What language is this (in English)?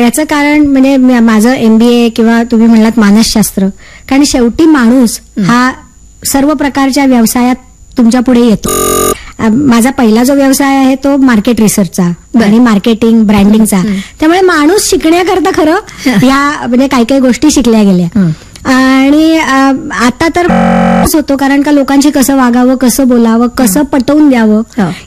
Marathi